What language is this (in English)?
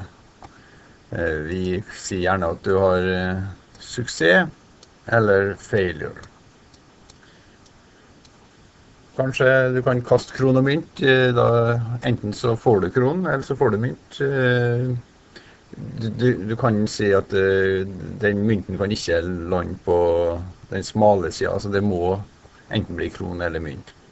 Norwegian